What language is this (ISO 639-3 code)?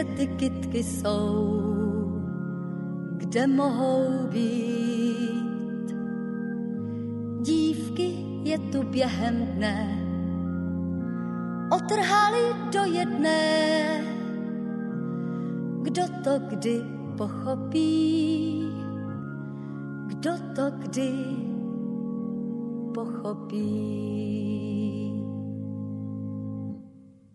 ces